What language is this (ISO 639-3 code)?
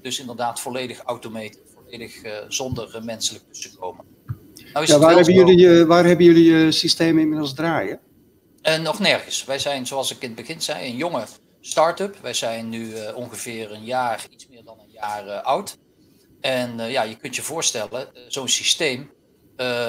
nld